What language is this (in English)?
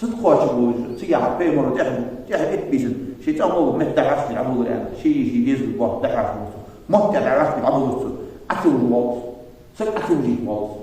Ingush